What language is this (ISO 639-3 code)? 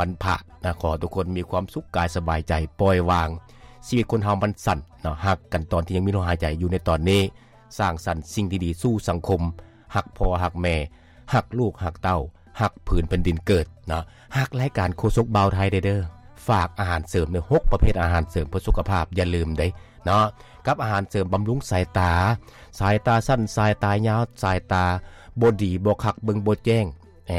lao